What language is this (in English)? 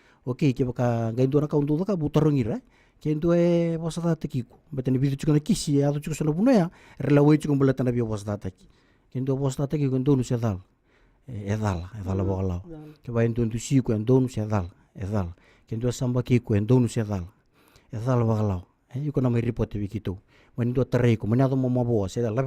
Fijian